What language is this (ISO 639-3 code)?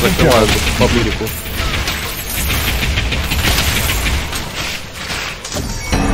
rus